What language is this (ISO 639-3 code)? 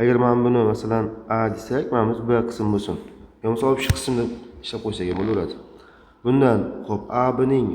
uzb